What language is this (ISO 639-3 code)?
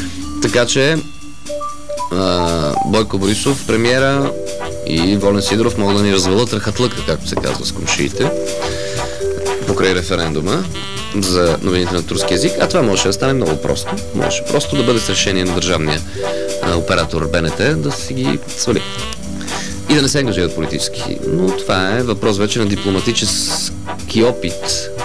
bul